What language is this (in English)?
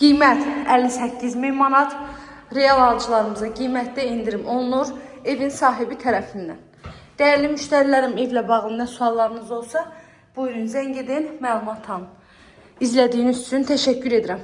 Azerbaijani